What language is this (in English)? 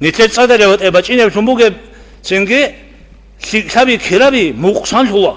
Avaric